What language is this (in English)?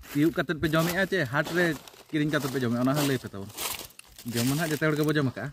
Santali